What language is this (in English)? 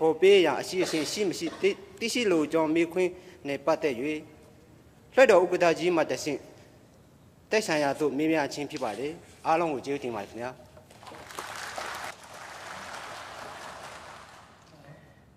Burmese